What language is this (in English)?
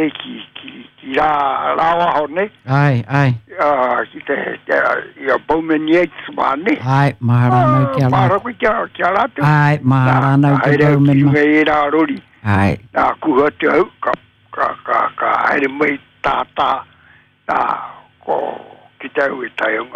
Māori